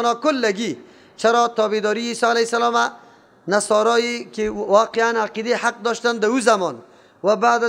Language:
Persian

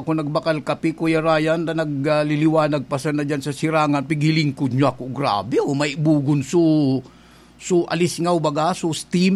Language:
Bikol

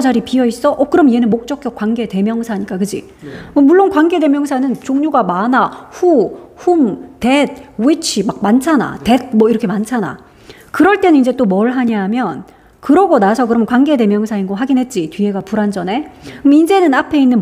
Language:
Korean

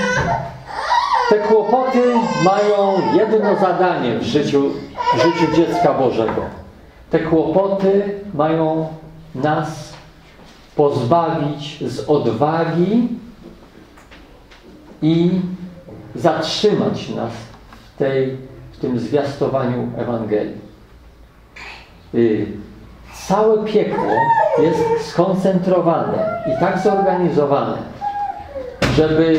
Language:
Polish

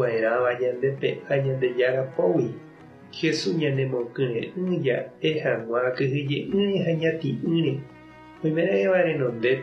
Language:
Guarani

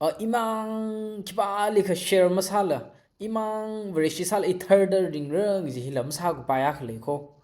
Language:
Tangkhul Naga (India)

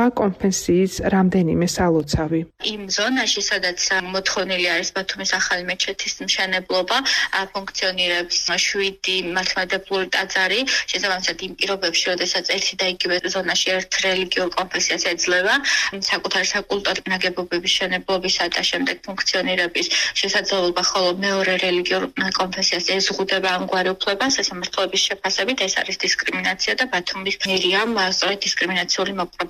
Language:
Georgian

